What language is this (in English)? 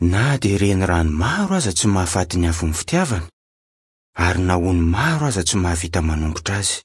Malagasy